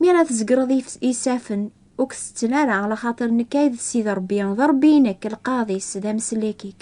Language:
Kabyle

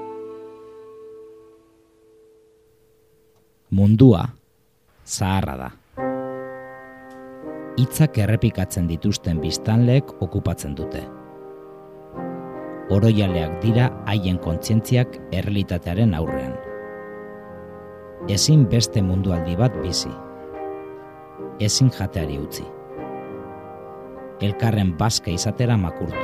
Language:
Basque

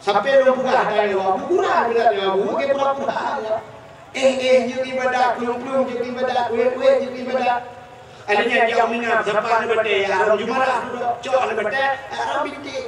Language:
Achinese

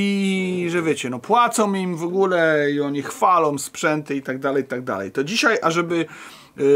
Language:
Polish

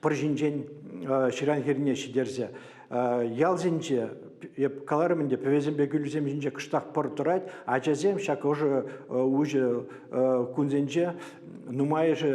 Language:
Chuvash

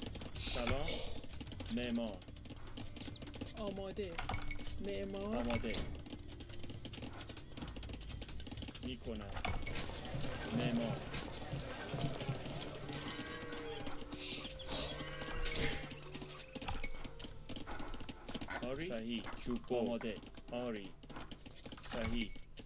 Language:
Persian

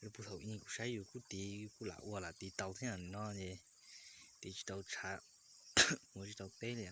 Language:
Hmong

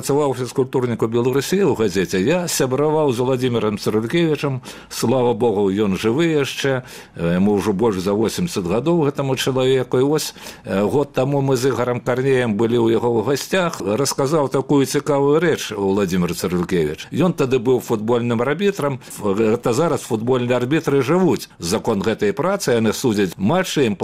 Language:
Belarusian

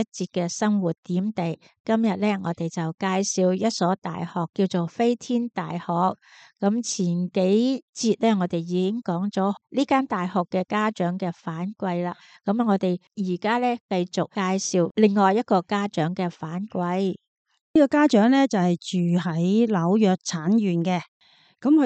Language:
Cantonese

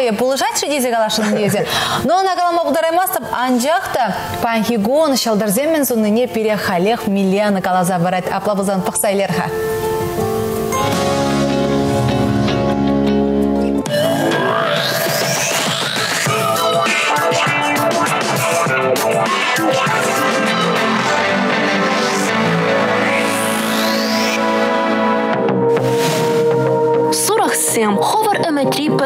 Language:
Chuvash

